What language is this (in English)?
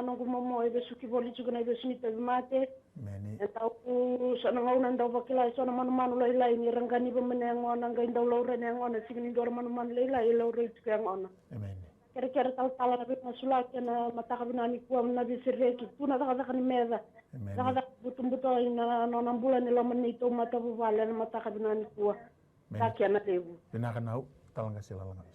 Fijian